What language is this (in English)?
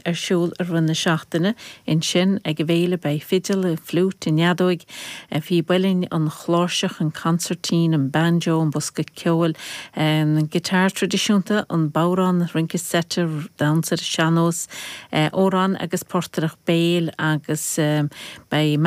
Irish